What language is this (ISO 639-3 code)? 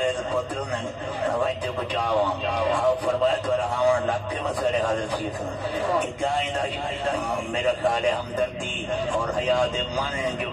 skr